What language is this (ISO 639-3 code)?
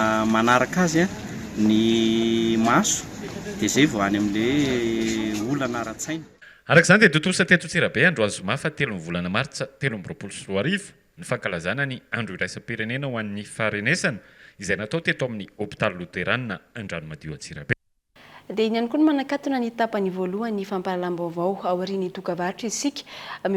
mlg